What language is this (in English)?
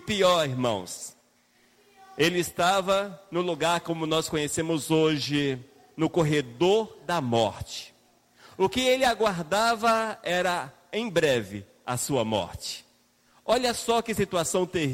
Portuguese